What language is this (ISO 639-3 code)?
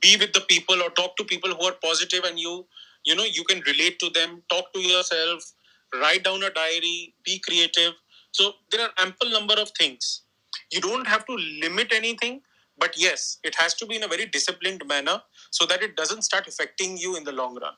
eng